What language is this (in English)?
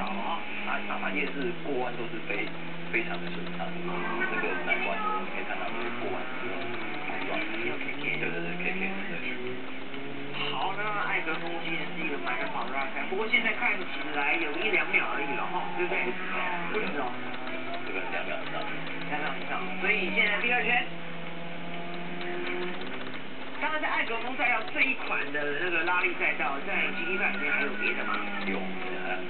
Chinese